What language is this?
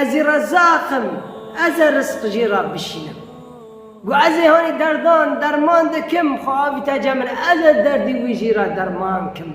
Kurdish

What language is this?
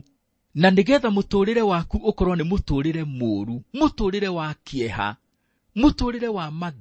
Kikuyu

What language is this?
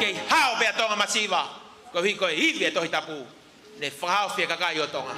Tongan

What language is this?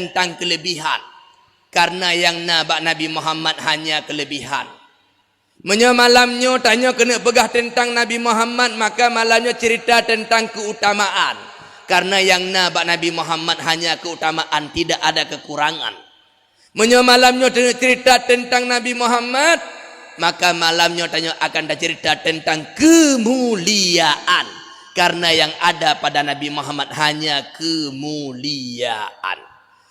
Achinese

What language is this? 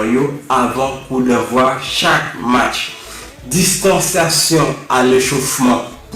Haitian Creole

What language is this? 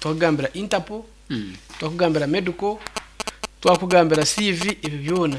Nyankole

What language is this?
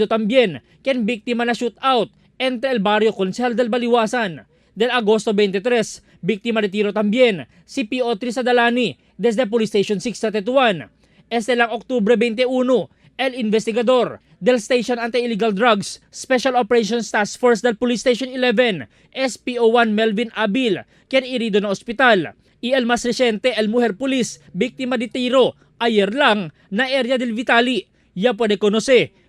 Chavacano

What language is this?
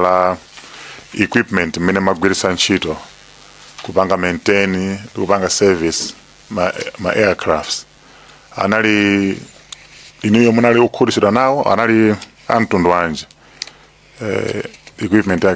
Nyanja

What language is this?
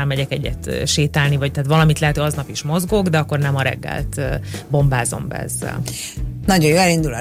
Hungarian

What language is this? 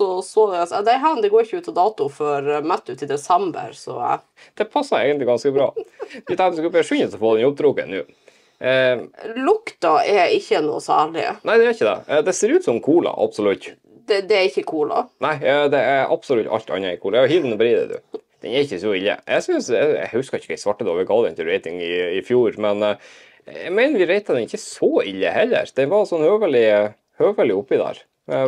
Norwegian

